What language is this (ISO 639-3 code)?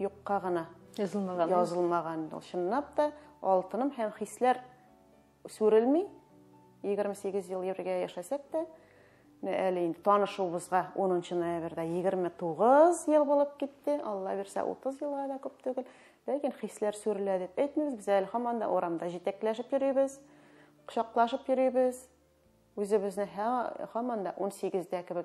tat